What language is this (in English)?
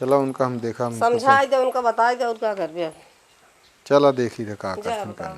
Awadhi